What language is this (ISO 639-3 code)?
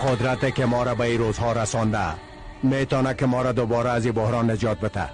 fas